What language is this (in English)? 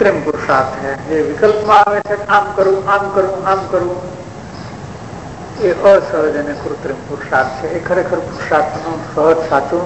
Gujarati